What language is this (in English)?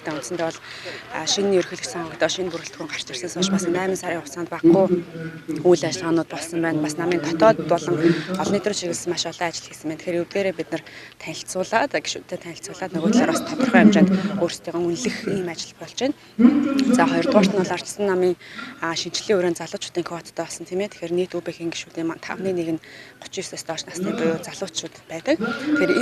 Mongolian